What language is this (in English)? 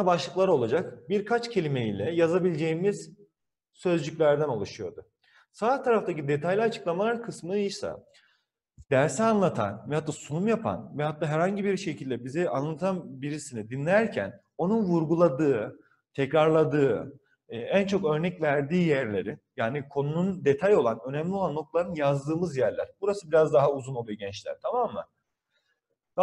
Turkish